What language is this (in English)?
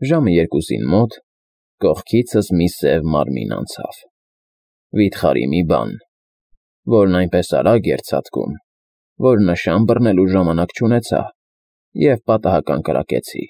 Armenian